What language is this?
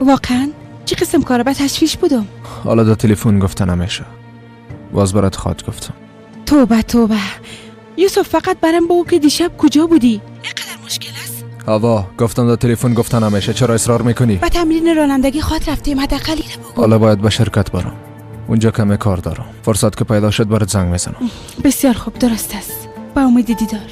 Persian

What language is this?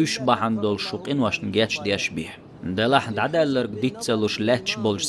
Chechen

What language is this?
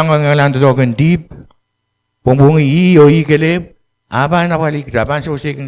Pohnpeian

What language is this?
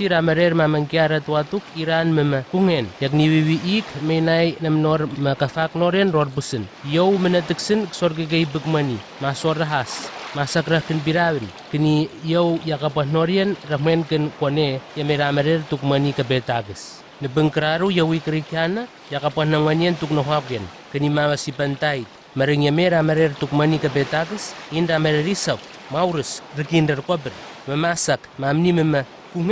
Southwest Tanna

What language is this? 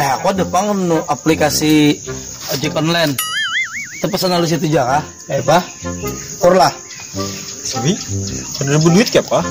Banjar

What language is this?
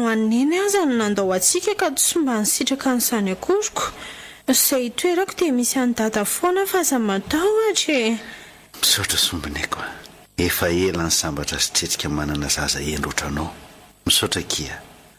Malagasy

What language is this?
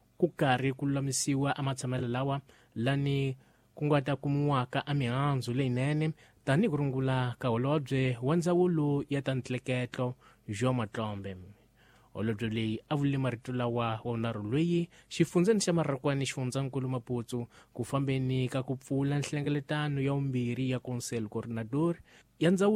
Tsonga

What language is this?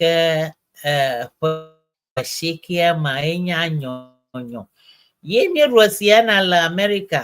Ewe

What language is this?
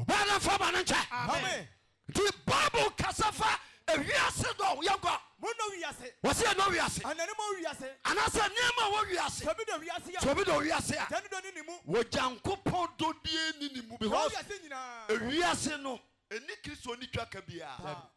Akan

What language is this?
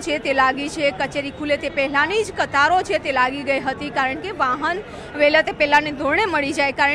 Gujarati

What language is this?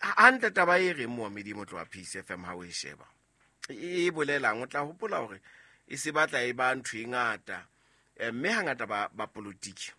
Southern Sotho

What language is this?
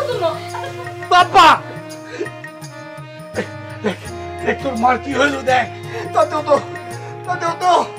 Bangla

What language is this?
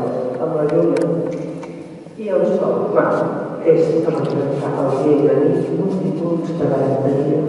Catalan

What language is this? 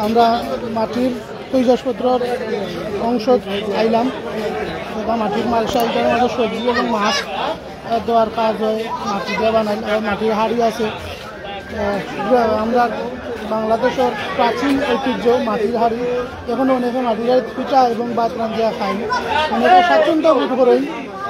Sylheti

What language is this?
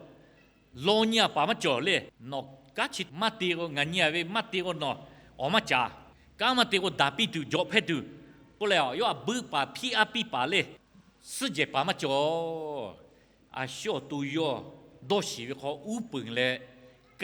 Lahu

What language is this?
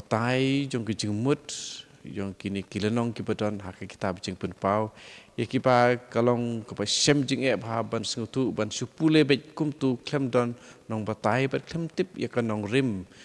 Khasi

